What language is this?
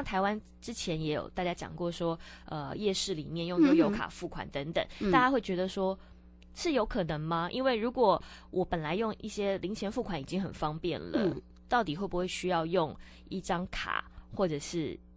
Chinese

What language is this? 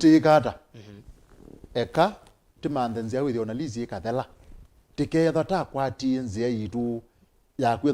Kamba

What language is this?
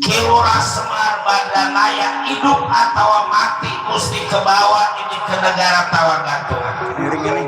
Betawi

